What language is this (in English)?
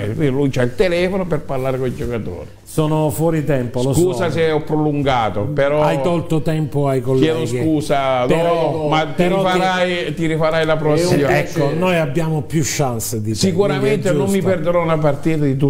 Italian